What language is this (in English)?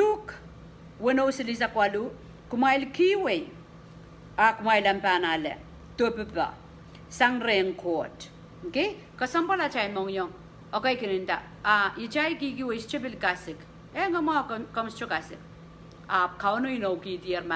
Pohnpeian